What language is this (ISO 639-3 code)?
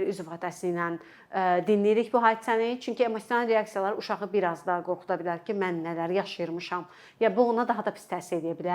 aze